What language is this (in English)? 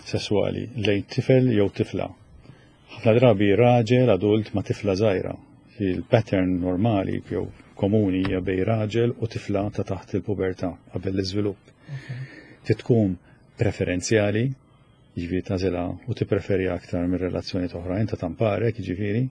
Maltese